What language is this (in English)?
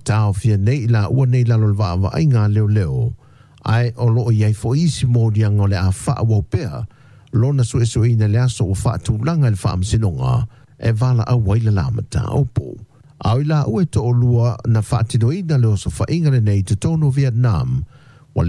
Samoan